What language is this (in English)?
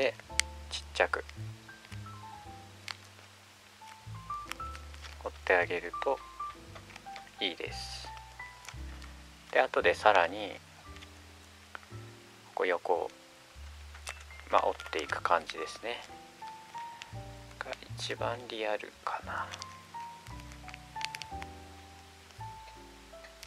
Japanese